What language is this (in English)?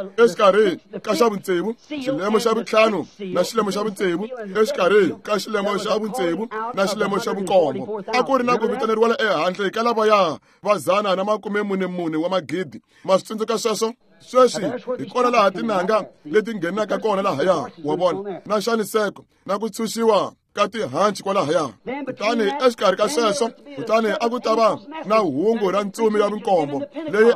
Tsonga